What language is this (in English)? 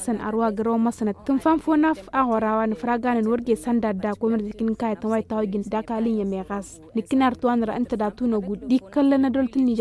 Tamasheq